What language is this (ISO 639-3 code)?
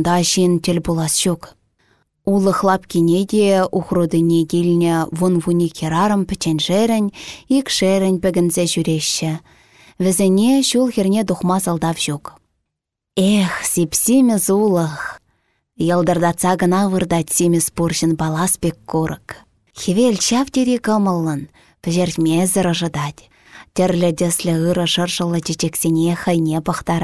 chv